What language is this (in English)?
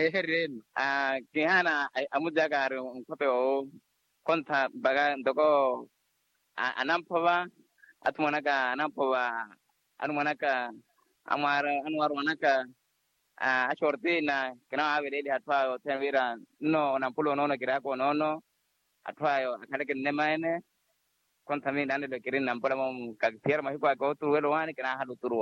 Makhuwa